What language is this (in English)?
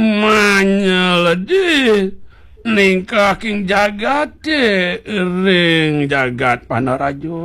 Balinese